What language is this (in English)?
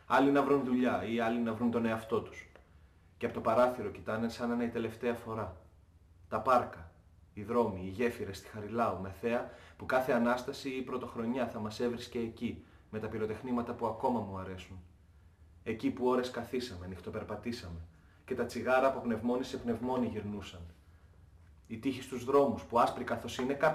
Greek